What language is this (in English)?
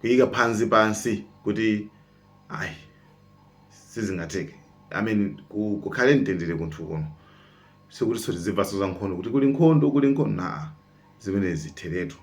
Nyanja